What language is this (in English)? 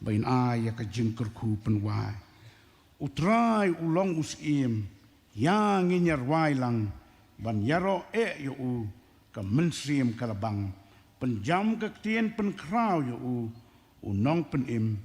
Khasi